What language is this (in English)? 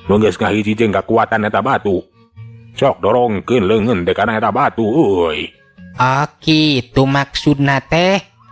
Sundanese